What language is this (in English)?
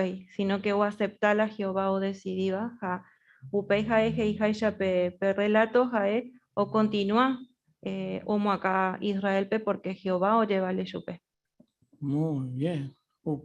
Guarani